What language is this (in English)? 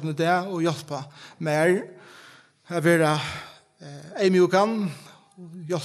Faroese